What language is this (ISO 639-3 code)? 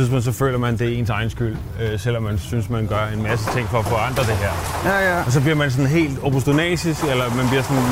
dan